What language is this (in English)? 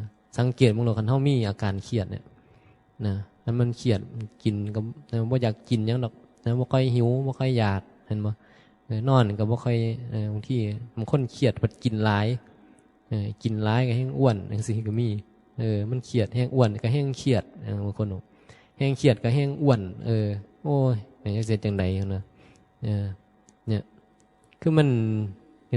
Northeastern Thai